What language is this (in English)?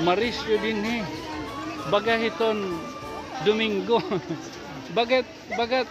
Waray